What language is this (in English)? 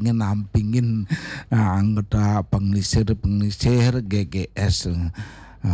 Balinese